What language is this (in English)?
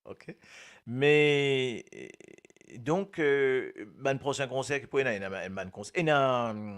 Morisyen